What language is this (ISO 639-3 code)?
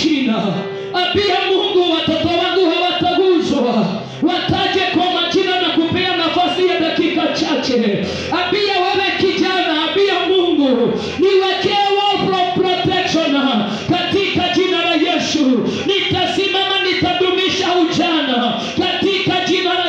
swa